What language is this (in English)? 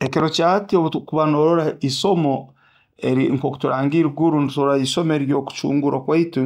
Nyoro